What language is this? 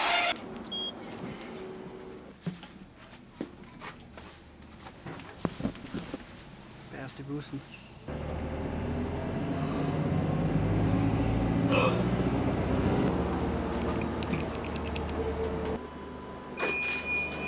Danish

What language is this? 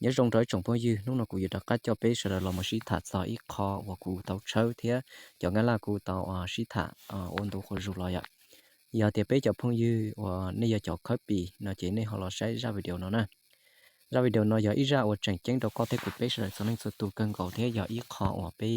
Hmong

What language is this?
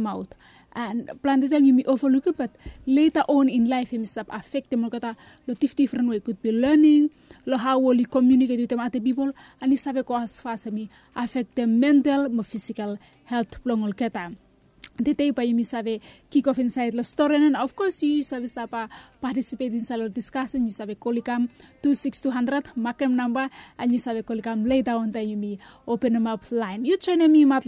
Bislama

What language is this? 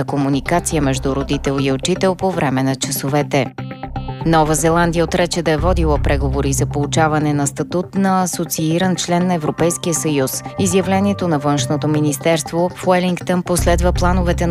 Bulgarian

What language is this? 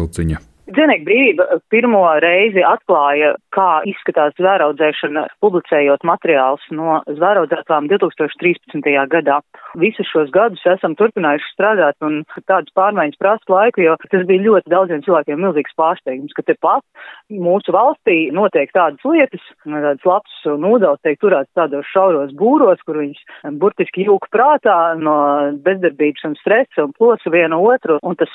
Latvian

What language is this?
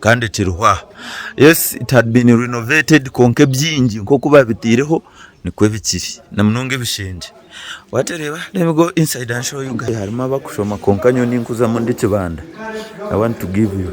Nyankole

